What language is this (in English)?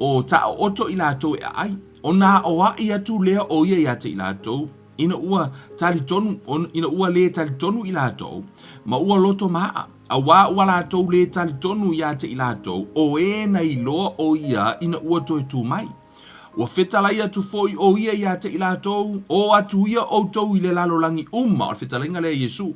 Samoan